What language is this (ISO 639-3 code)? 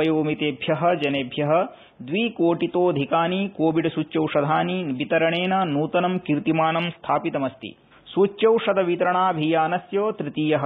san